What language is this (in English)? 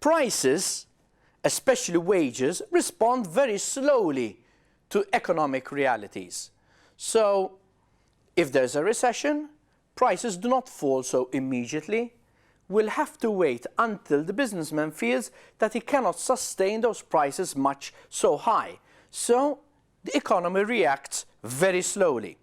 English